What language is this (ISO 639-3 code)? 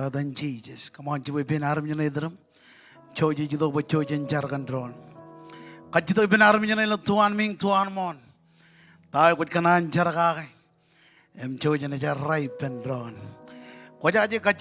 mah